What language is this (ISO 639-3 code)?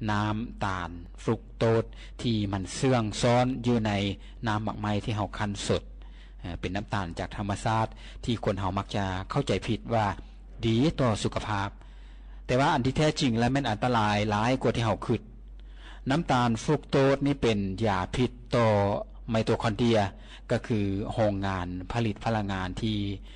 lao